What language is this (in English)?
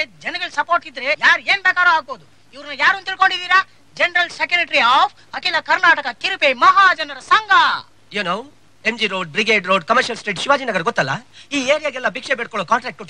Kannada